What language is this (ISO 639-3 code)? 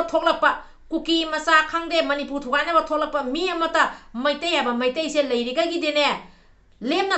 mni